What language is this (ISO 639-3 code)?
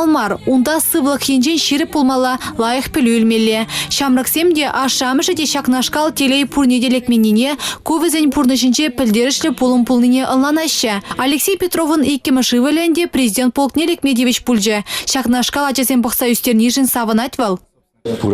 chv